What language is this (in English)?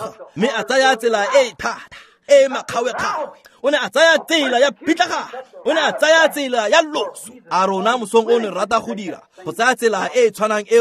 Tswana